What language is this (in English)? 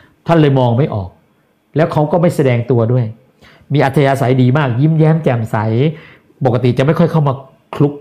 Thai